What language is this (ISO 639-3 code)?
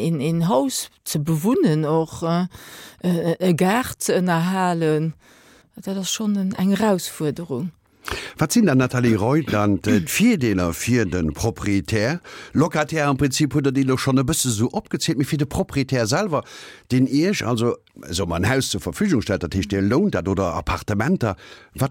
ltz